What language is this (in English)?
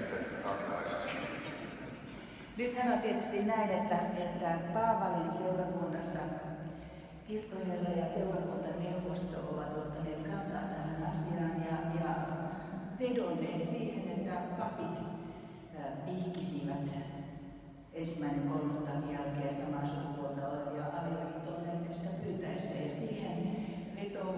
Finnish